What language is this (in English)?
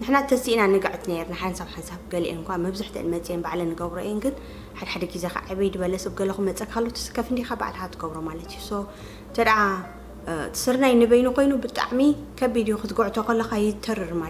Tigrinya